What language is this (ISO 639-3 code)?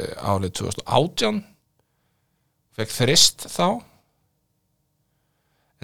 isl